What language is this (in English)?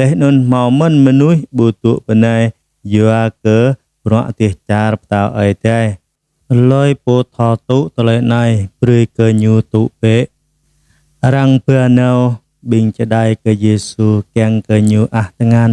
Jarai